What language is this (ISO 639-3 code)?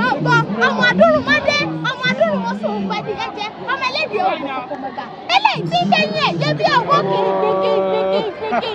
yor